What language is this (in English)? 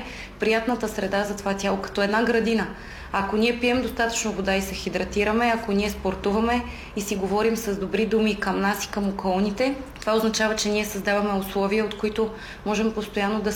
Bulgarian